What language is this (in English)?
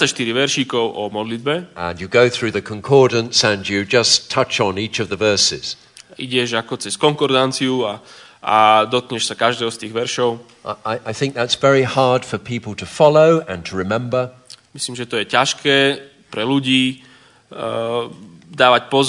Slovak